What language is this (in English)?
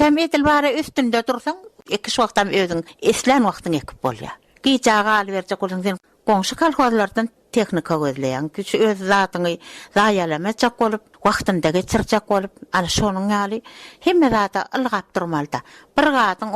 Turkmen